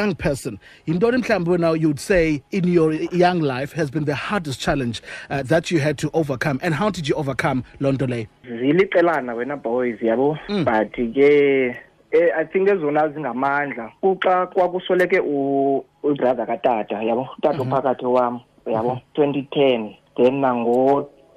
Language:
Xhosa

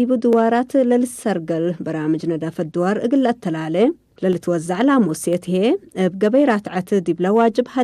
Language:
Tigre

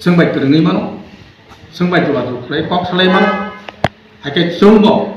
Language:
Kok Borok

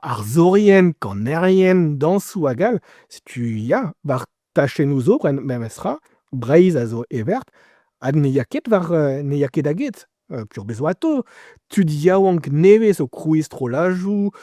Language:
Breton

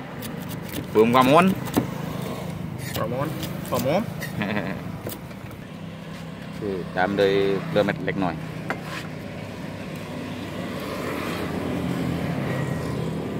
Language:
Thai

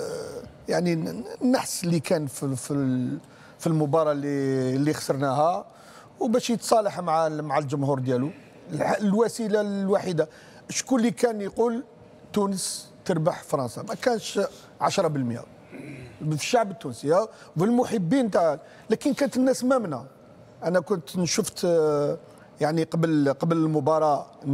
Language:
Tunisian Arabic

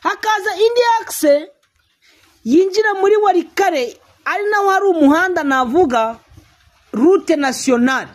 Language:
Kinyarwanda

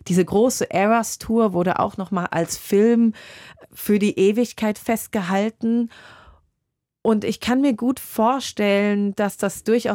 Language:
German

